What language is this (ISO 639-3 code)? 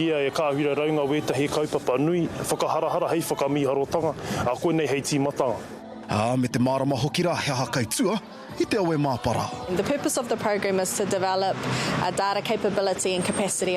mri